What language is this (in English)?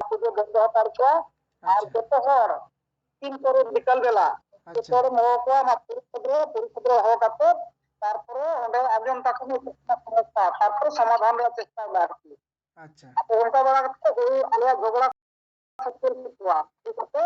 Santali